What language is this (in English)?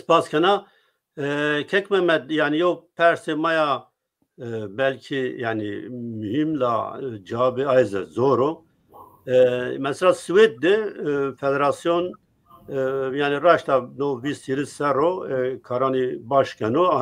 Zaza